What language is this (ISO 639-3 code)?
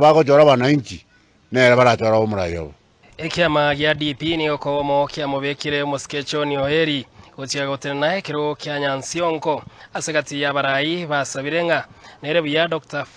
guz